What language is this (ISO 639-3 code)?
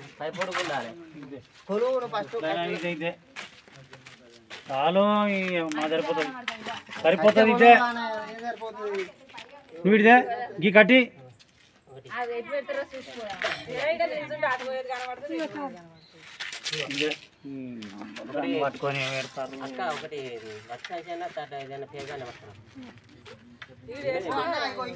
tel